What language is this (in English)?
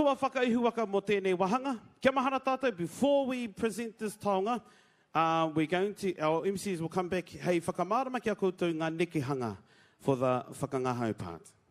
Māori